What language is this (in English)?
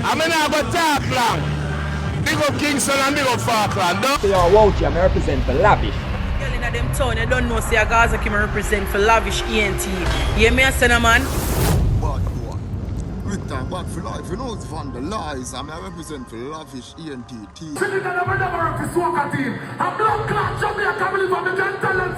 Jamaican Creole English